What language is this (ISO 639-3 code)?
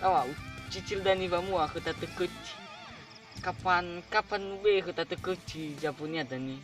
nia